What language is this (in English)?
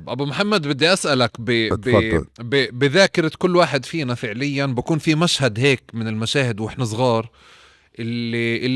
North Levantine Arabic